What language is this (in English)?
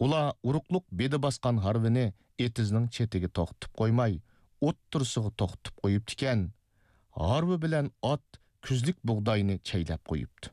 Uyghur